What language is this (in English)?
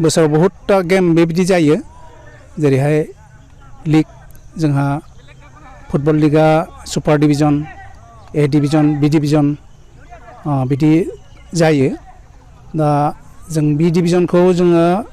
Bodo